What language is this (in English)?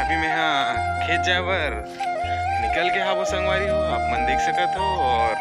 Chhattisgarhi